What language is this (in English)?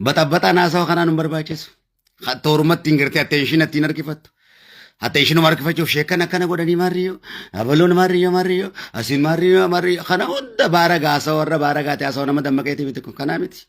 Oromo